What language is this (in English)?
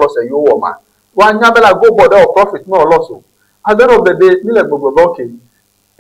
Ewe